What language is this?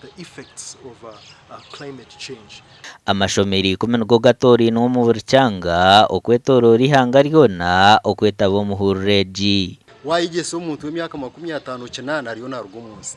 Nyankole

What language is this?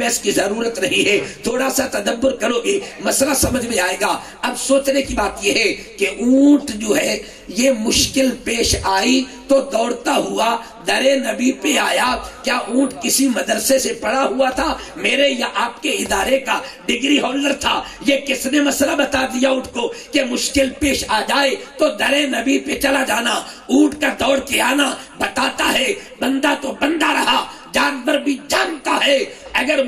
Urdu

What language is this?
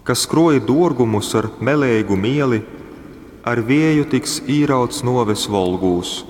Latgalian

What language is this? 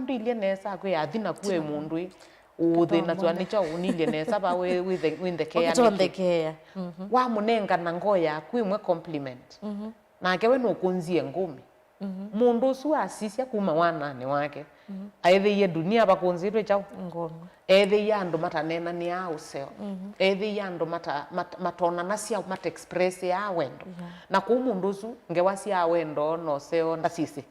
Kamba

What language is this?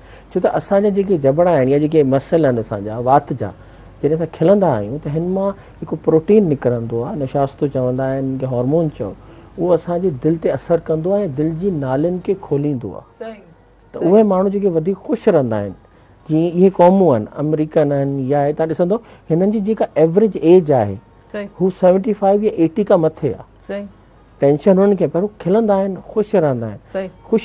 Sindhi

